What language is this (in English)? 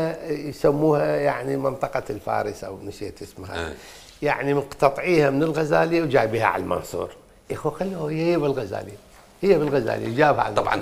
Mesopotamian Arabic